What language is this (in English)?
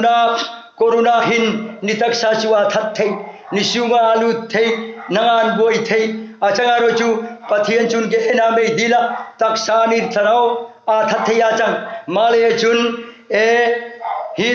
Hmar